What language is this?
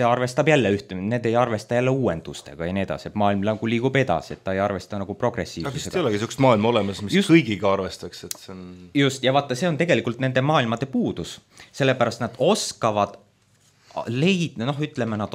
Estonian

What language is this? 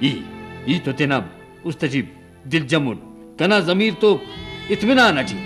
Brahui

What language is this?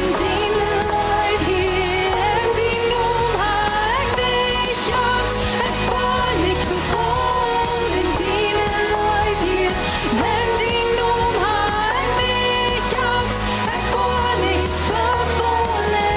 Plautdietsch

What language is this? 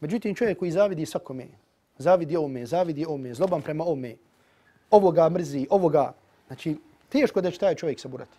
Bosnian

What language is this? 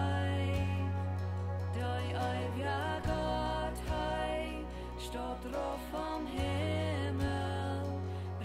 Plautdietsch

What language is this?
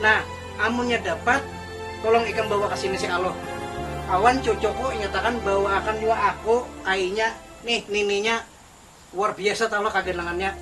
Banjar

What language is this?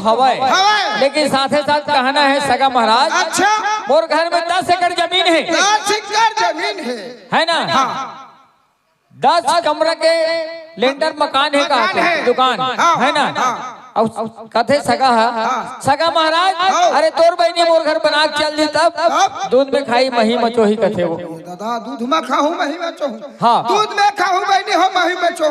Chhattisgarhi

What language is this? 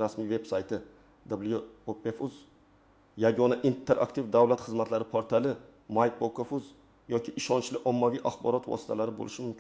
Uzbek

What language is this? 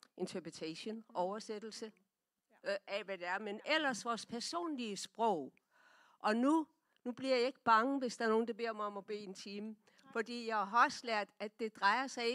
Danish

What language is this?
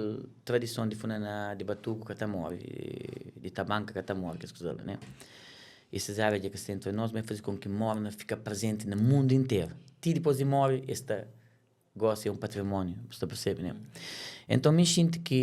Kabuverdianu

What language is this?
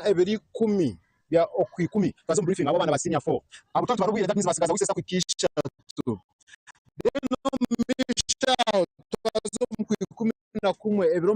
Nyankole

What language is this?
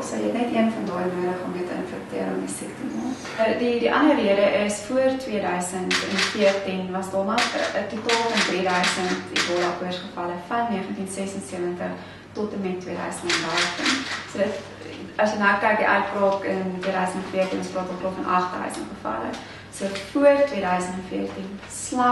Afrikaans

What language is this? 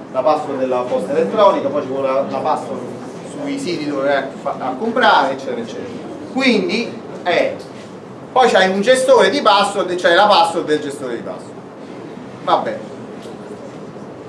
Italian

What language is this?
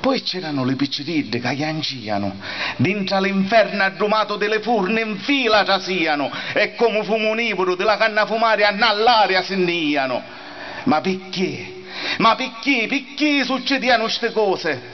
Sicilian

